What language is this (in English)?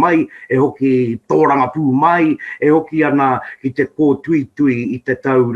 Māori